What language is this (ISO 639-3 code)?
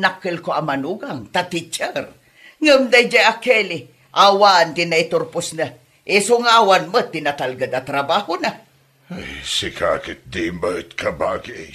ilo